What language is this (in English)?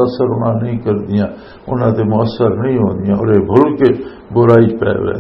Western Panjabi